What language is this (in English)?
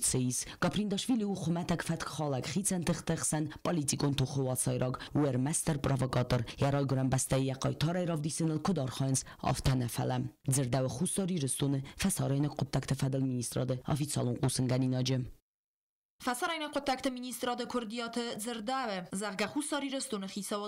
Ossetic